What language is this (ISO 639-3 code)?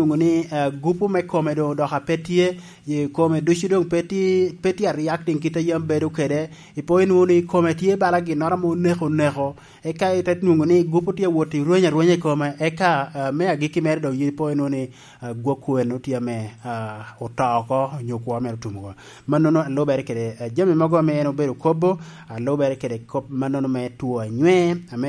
laj